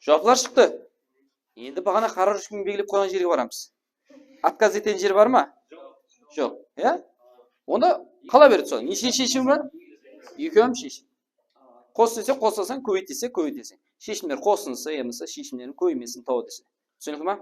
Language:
Kara-Kalpak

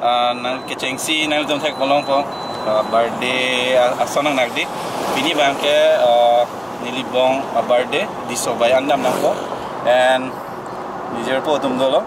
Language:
Karbi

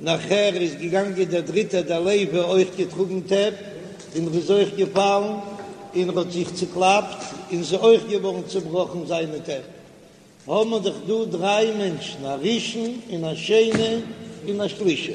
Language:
Yiddish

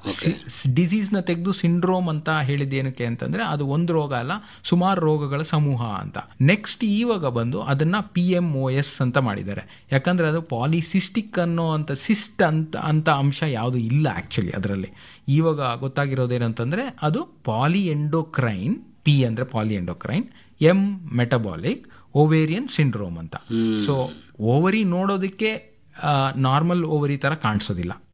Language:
Kannada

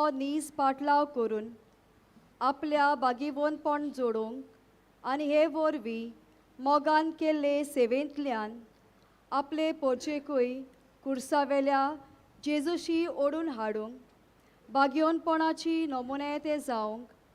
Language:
Konkani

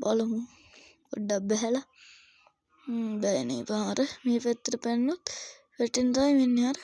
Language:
Sinhala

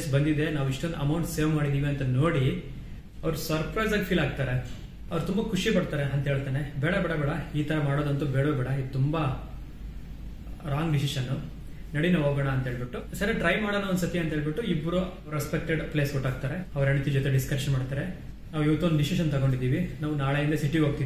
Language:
Kannada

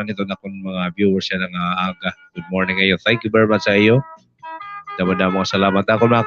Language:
Waray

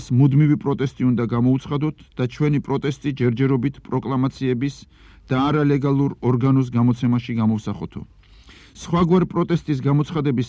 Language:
Georgian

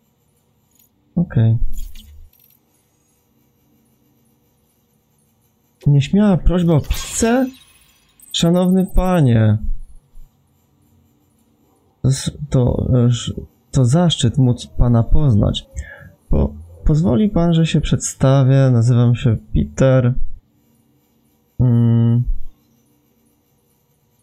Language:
Polish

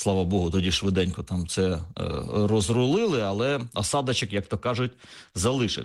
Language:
Ukrainian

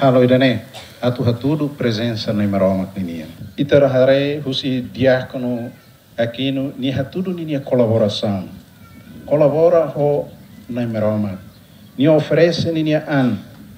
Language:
Tetum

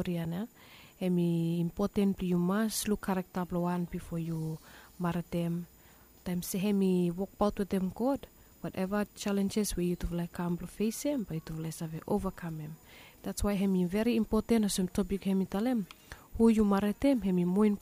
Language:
Bislama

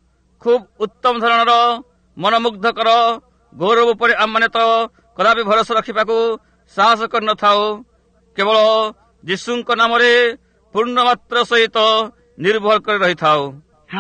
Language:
Odia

